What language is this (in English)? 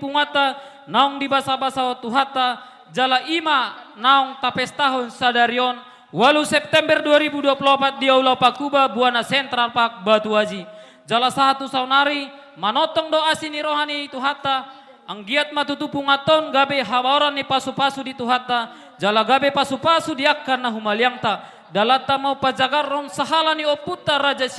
Batak Toba